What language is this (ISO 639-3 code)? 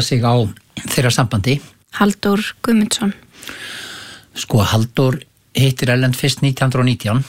isl